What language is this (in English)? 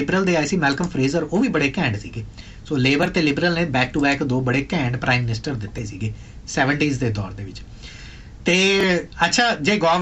Punjabi